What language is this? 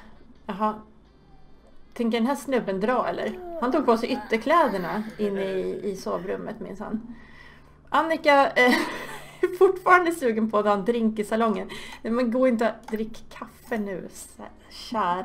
Swedish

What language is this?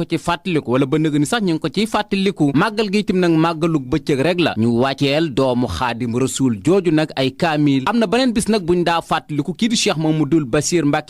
Wolof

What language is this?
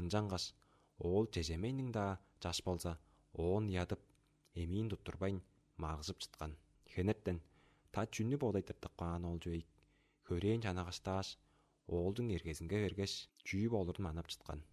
Tuvinian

